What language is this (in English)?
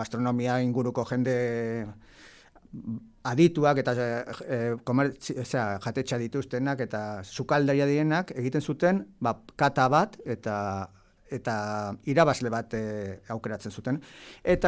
Basque